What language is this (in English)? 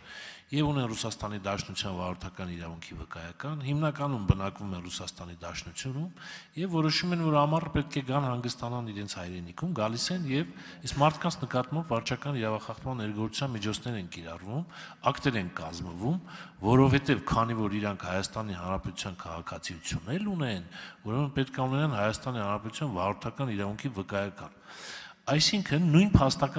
Armenian